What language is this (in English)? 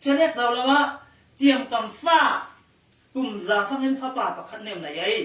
Falam Chin